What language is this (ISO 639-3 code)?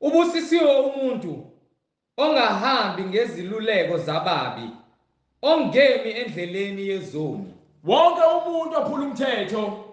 zul